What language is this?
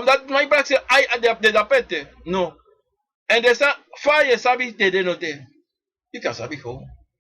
Sranan Tongo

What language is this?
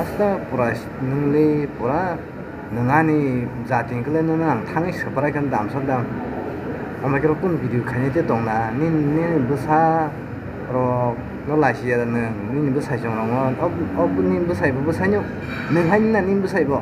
Kok Borok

